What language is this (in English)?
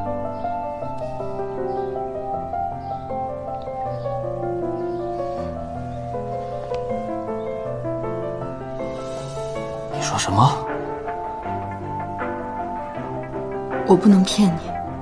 Chinese